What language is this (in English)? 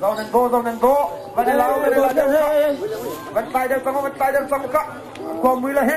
Hakha Chin